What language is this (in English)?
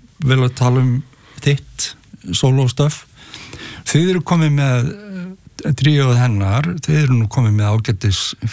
Icelandic